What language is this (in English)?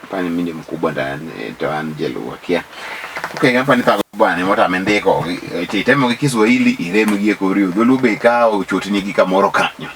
Luo (Kenya and Tanzania)